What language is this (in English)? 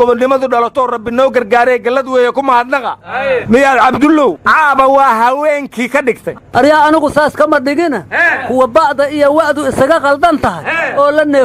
Somali